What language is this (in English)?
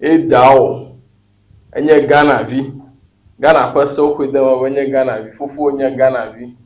Ewe